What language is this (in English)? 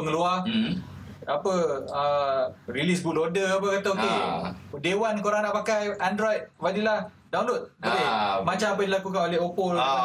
Malay